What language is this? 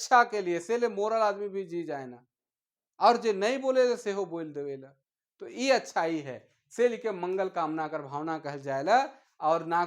Sadri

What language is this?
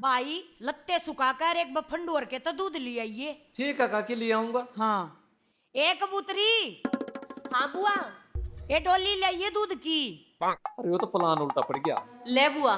Haryanvi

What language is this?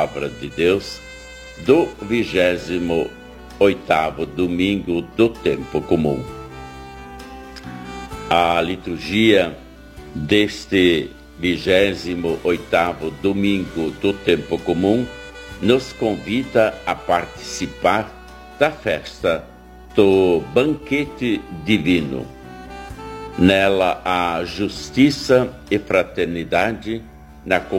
Portuguese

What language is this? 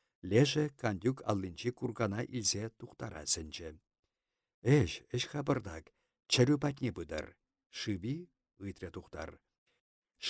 Chuvash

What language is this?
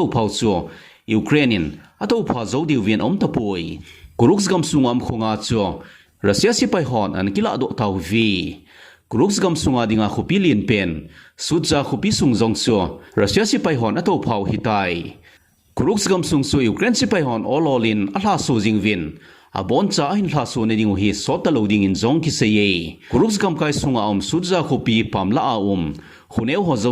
Thado Chin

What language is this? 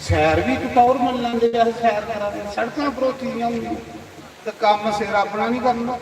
Dogri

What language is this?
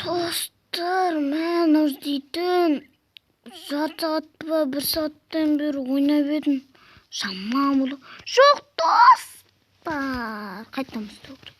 Kazakh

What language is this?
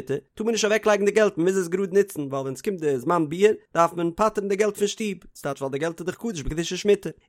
Yiddish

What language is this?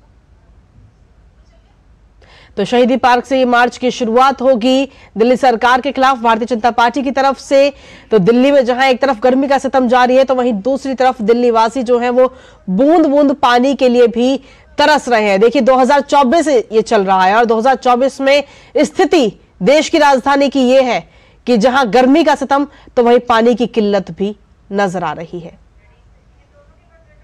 Hindi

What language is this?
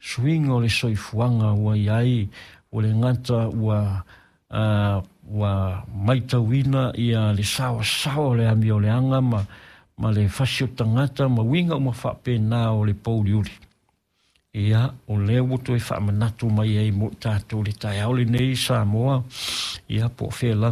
Samoan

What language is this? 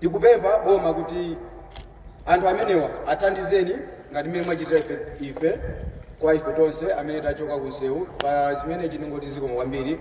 Nyanja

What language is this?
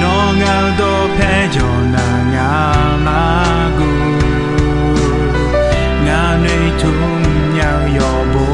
Akha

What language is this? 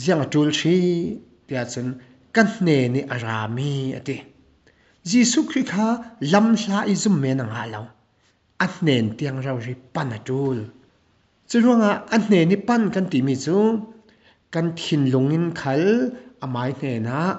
Falam Chin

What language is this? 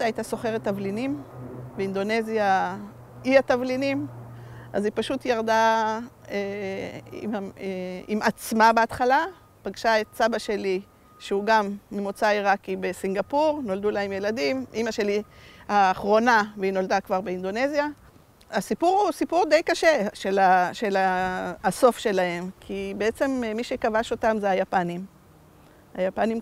Hebrew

